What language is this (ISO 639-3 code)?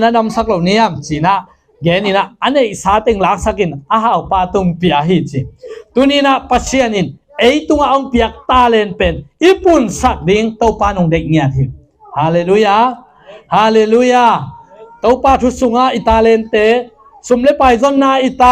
ctd